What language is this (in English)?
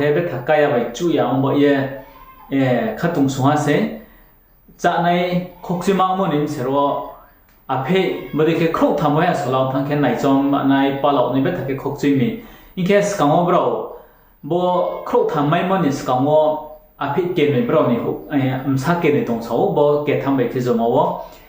Riang (India)